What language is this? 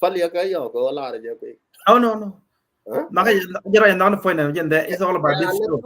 Nuer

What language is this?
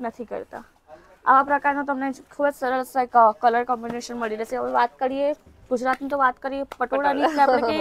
Gujarati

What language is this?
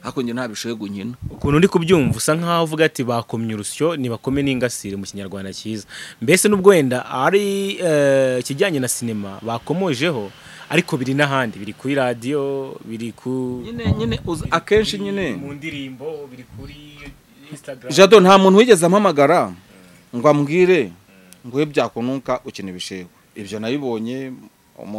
Kinyarwanda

